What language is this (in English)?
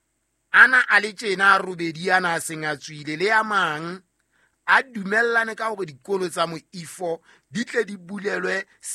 Southern Sotho